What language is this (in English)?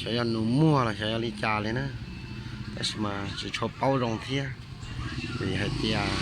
Hmong